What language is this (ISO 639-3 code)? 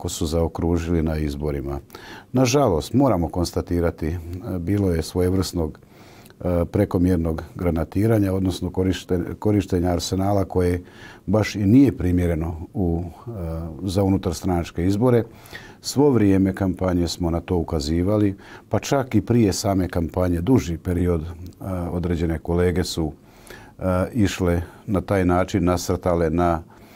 hrv